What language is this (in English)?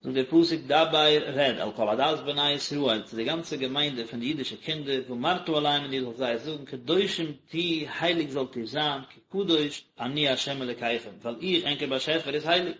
Yiddish